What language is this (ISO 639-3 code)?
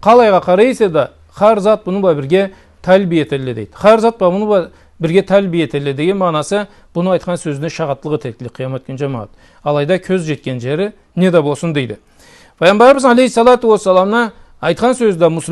krc